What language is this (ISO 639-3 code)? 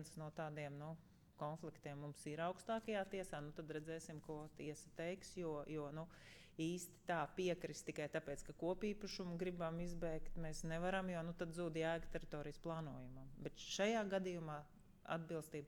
lav